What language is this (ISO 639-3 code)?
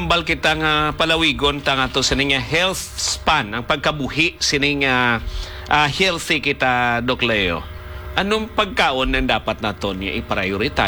hil